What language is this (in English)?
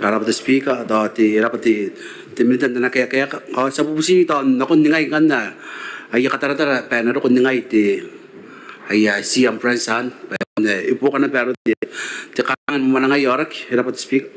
Gilbertese